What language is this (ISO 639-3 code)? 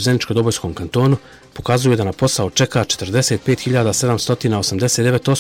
bos